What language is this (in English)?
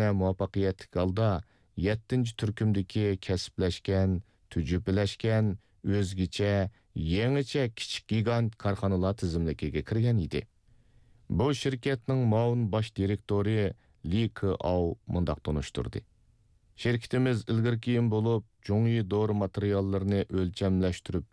Uyghur